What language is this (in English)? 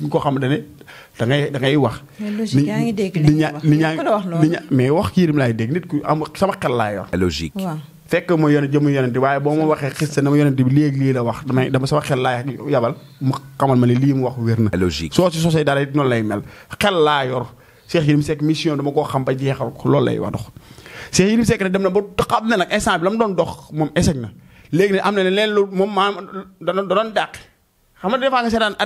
Wolof